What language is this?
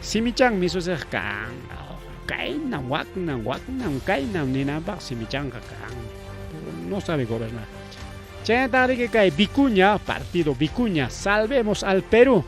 Ayacucho Quechua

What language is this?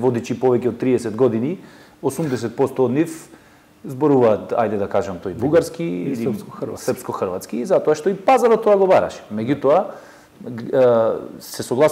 Macedonian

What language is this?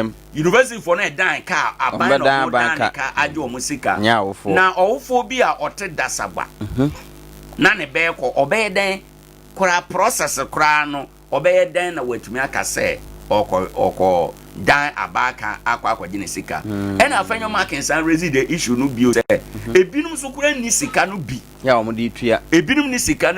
Akan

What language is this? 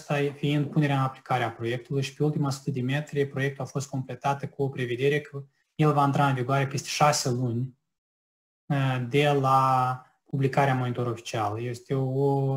Romanian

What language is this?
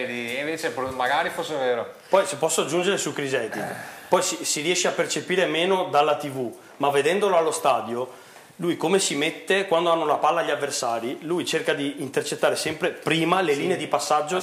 Italian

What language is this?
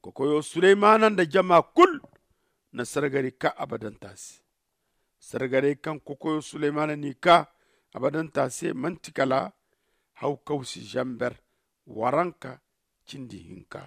Zarma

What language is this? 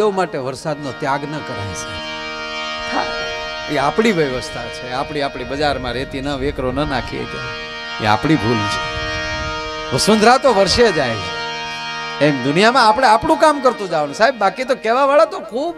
Gujarati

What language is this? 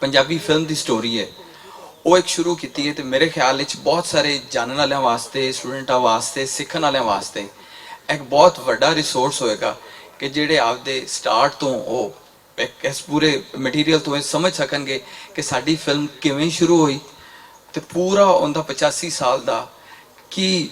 Western Panjabi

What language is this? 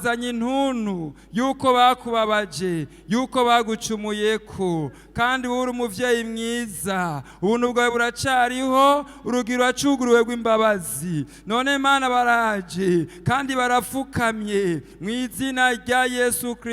Rundi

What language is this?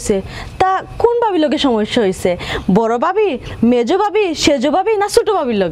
Sylheti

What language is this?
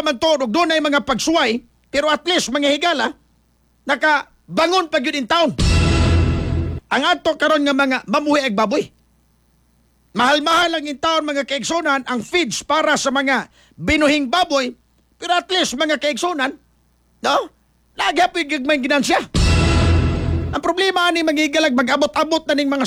Cebuano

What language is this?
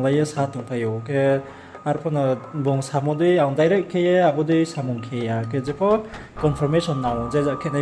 Riang (India)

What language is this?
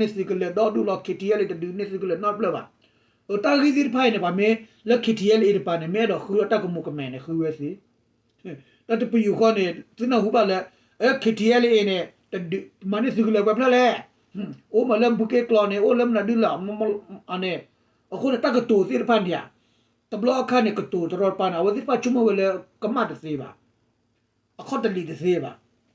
S'gaw Karen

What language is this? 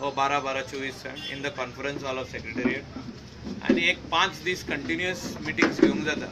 Konkani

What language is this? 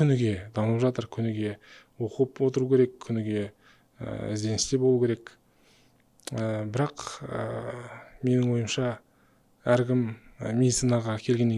Kazakh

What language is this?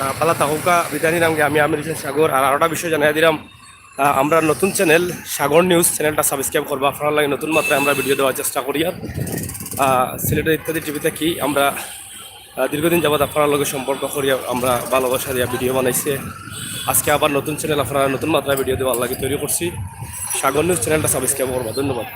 Sylheti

